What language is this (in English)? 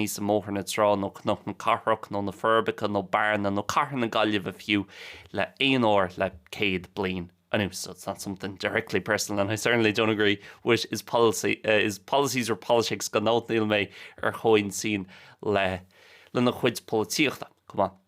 Irish